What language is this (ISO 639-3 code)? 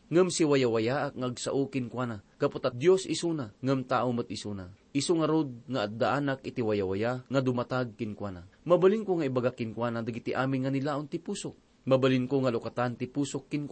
ilo